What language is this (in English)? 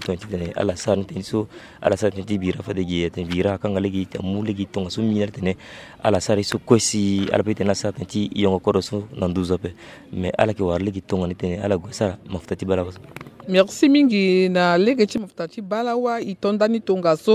Sango